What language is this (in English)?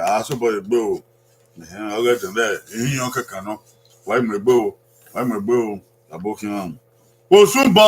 Bini